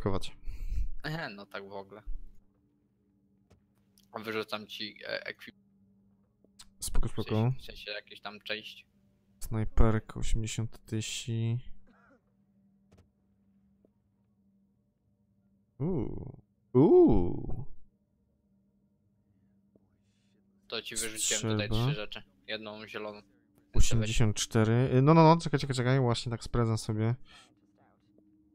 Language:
Polish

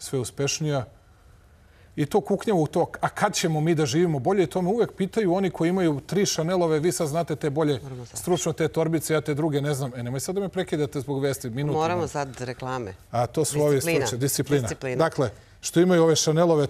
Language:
Serbian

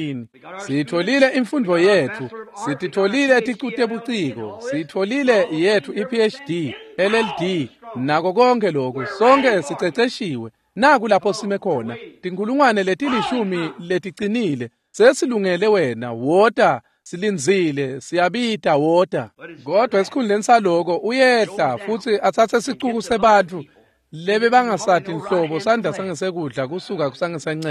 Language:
Swati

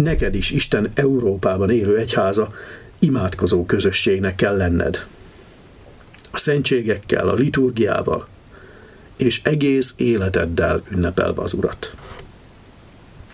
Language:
Hungarian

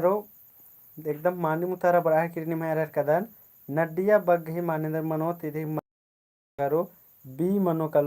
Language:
Kurukh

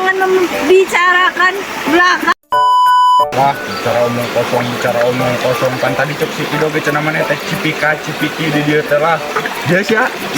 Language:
Sundanese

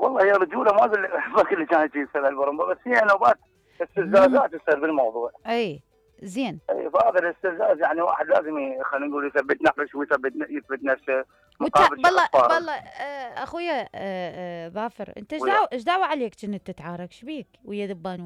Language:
Mesopotamian Arabic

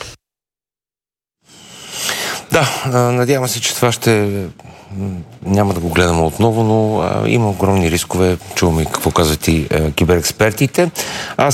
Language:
Bulgarian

